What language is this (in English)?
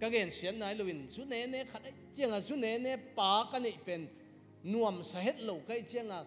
Tedim Chin